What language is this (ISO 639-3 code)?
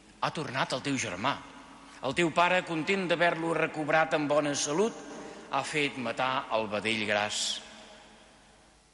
cat